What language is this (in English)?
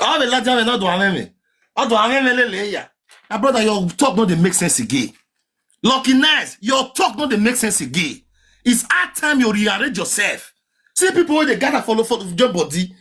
Nigerian Pidgin